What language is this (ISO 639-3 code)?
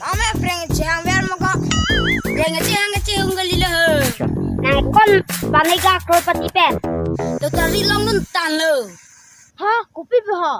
mjw